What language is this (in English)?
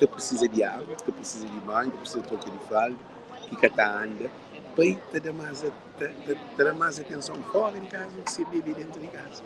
Kabuverdianu